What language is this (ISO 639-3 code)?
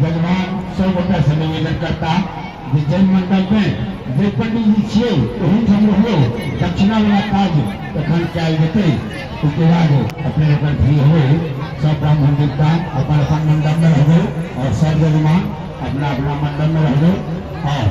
mai